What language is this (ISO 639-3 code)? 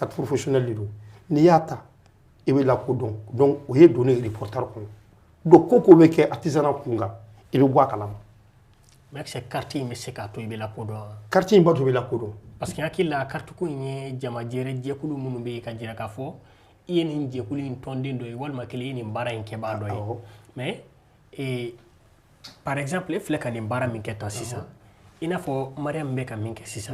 bam